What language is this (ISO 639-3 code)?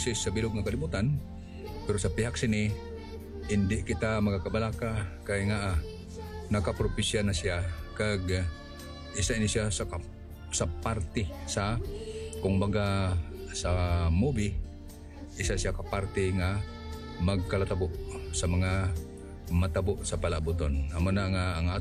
hil